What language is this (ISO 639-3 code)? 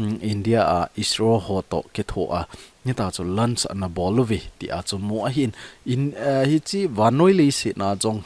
tcz